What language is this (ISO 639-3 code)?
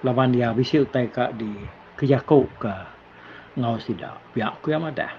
iba